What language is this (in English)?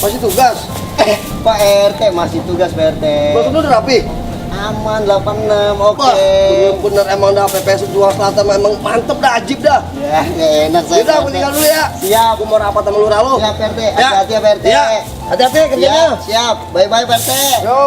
Betawi